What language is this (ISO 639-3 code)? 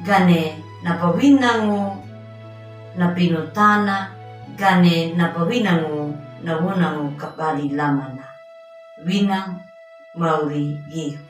akg